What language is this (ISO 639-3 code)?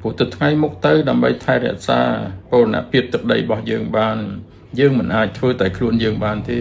khm